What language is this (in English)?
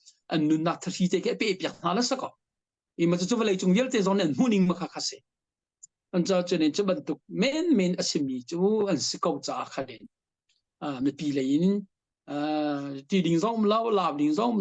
Hakha Chin